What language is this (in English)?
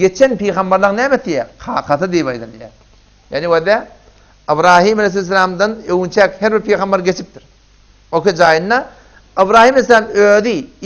Turkmen